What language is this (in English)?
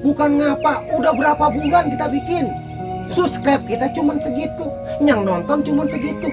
Betawi